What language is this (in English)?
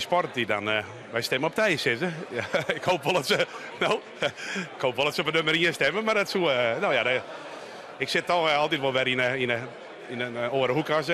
Western Frisian